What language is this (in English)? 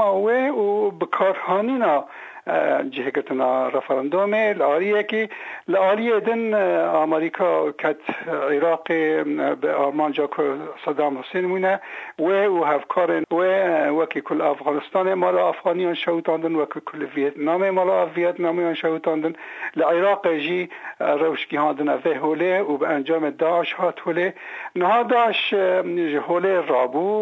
Kurdish